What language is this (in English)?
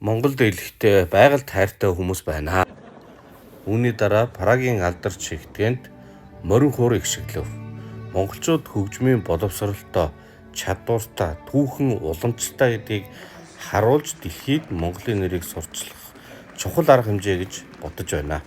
Mongolian